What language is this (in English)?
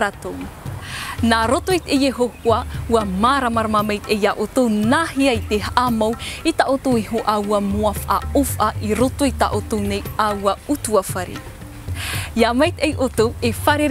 Tahitian